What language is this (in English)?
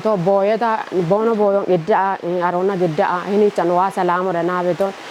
Kafa